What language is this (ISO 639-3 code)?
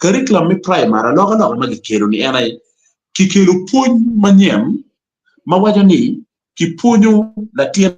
ach